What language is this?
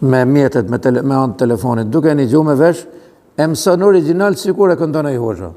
Albanian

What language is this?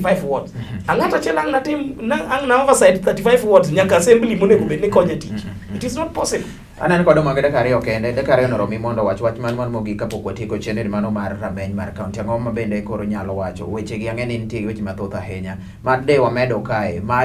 Luo (Kenya and Tanzania)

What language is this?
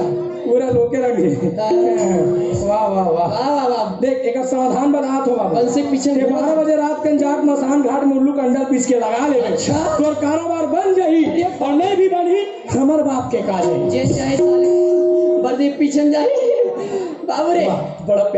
Chhattisgarhi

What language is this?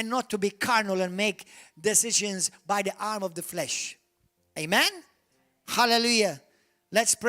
English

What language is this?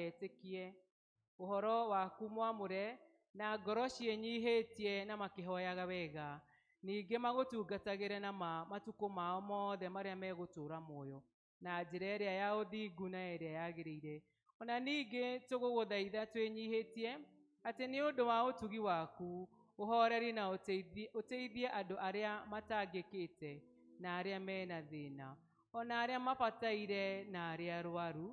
Kikuyu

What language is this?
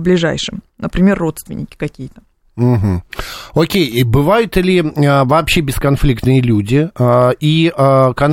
Russian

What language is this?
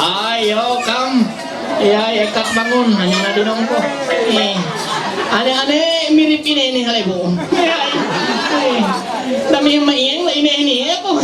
Ma'anyan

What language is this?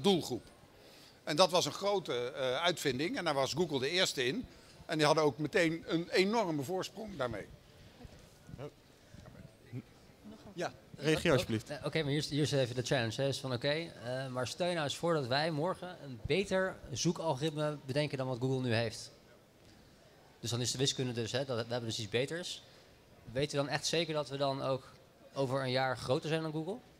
Dutch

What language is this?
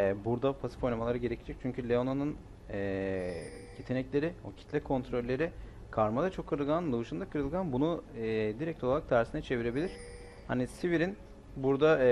Turkish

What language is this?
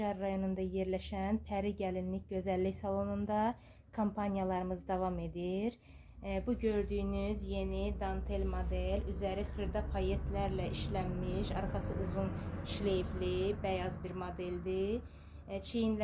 Azerbaijani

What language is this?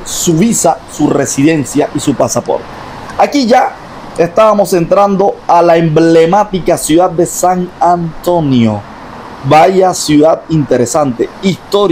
Spanish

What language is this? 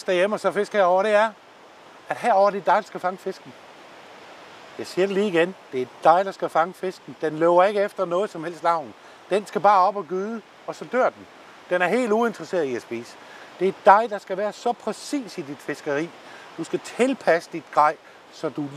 Danish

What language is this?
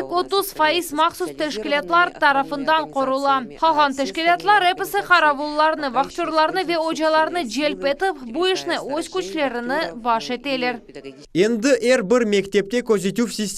Crimean Tatar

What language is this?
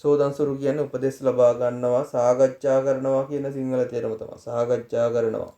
Sinhala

